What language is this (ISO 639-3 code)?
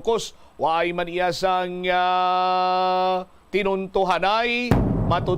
hil